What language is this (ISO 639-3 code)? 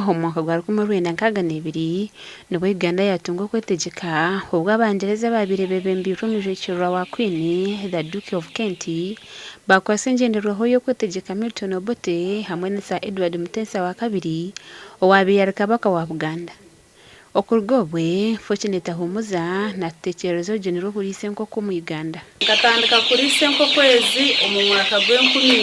nyn